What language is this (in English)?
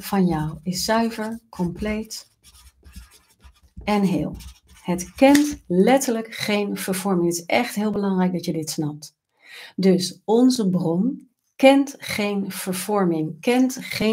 Dutch